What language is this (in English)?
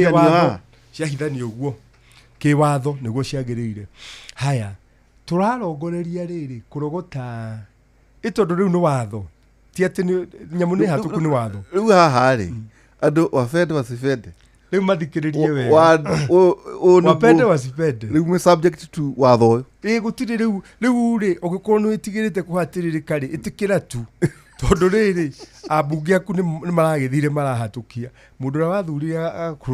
Kikuyu